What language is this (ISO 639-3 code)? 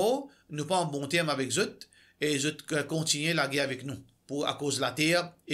mfe